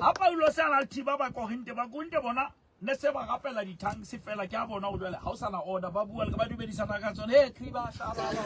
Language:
Southern Sotho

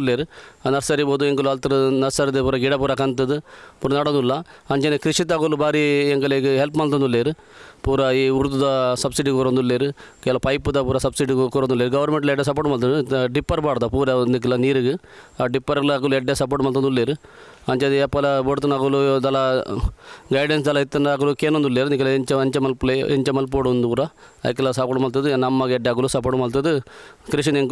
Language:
Tulu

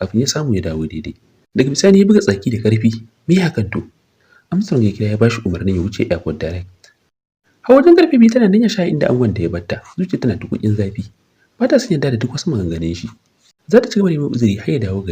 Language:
Hausa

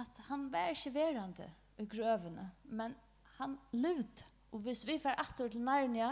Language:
Faroese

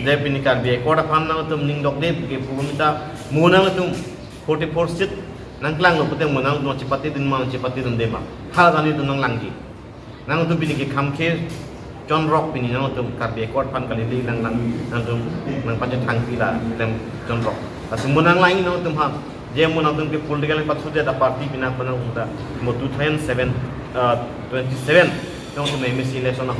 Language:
Karbi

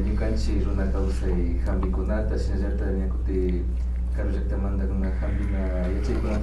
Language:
Imbabura Highland Quichua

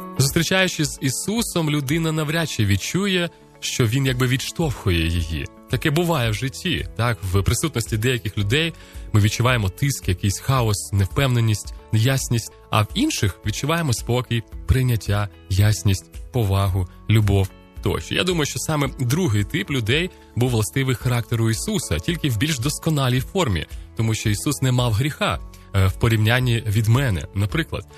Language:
Ukrainian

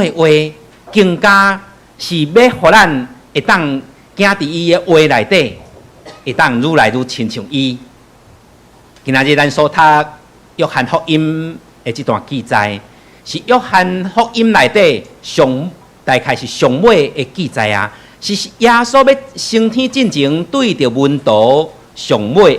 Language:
Min Nan Chinese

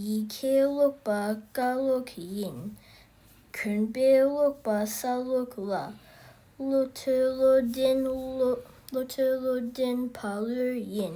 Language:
Tibetan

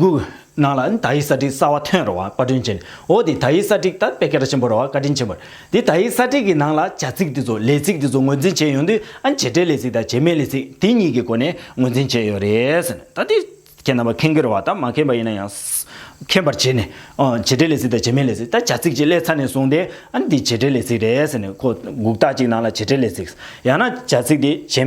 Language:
Tibetan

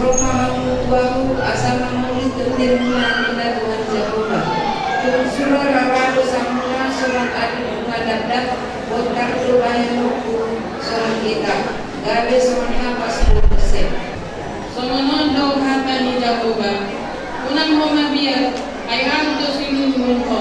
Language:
Batak Toba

